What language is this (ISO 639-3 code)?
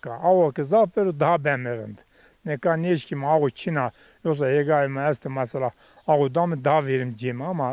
zza